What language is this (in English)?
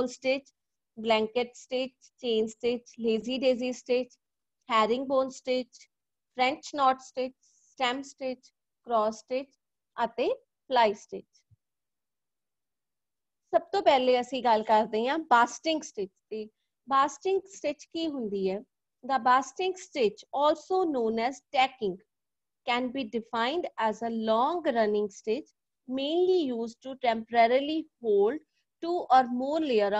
Punjabi